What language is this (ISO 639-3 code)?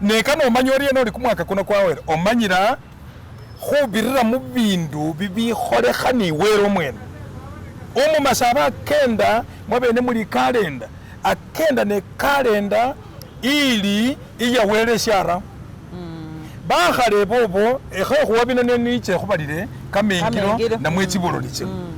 myx